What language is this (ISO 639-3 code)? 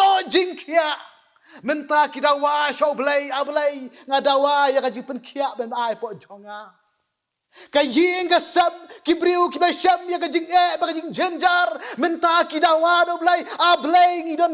kha